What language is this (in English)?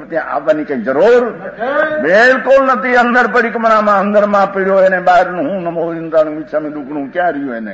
Gujarati